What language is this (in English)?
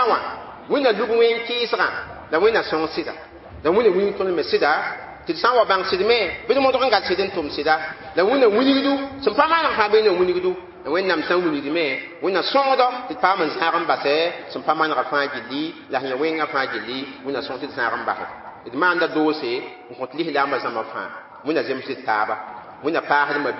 Mossi